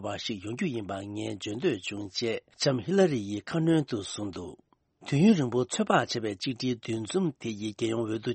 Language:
Tibetan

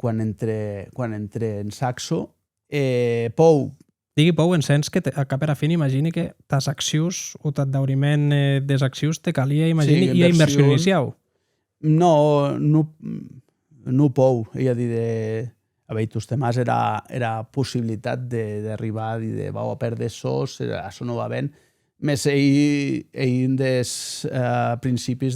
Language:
Occitan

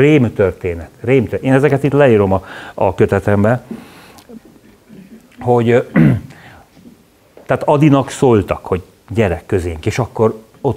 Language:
Hungarian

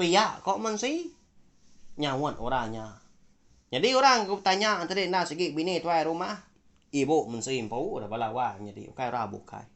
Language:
Iban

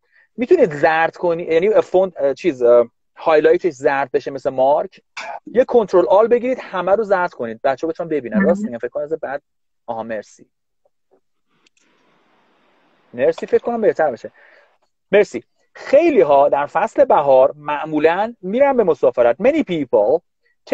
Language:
Persian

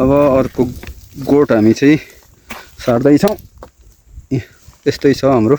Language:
Nepali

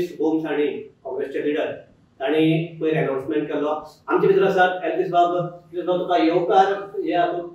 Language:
Konkani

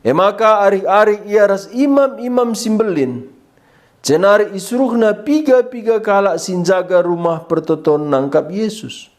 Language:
Batak Karo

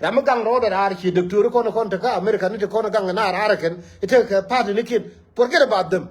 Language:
Nuer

